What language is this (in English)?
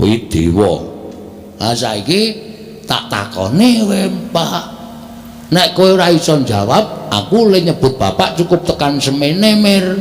Javanese